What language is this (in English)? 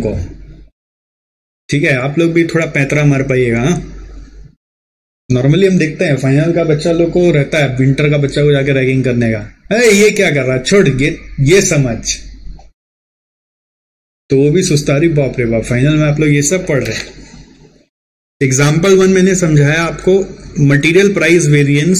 Hindi